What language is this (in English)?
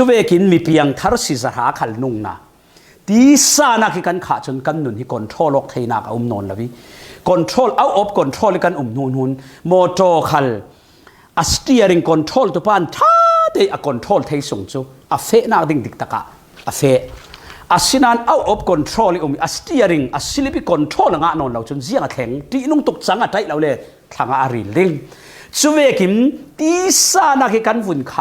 Falam Chin